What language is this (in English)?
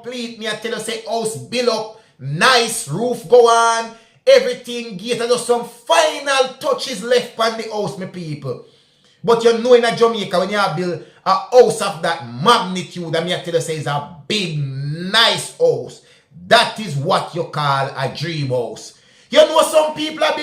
Jamaican Creole English